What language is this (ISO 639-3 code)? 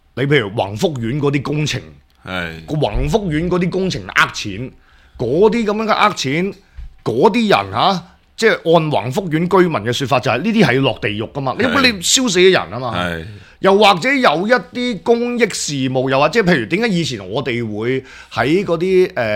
yue